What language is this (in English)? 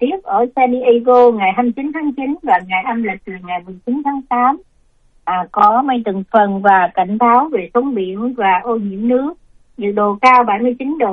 Vietnamese